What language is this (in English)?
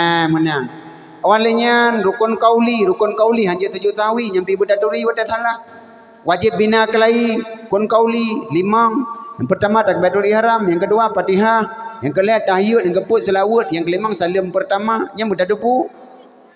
Achinese